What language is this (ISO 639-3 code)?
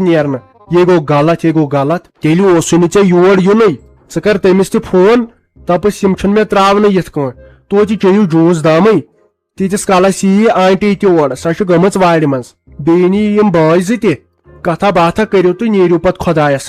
kas